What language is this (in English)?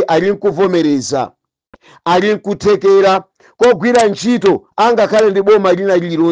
Nyanja